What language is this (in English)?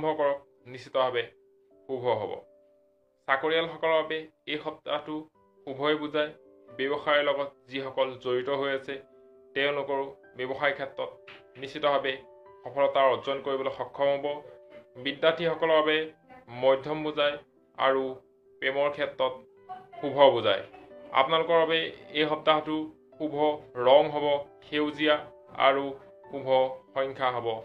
Assamese